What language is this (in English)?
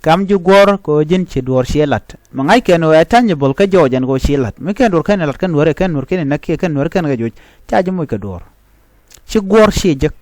Nuer